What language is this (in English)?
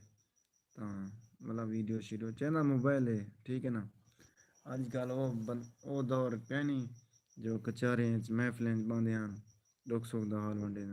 Saraiki